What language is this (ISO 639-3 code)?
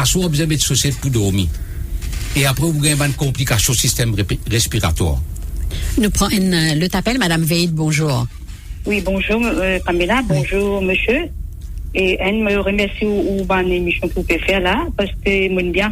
mfe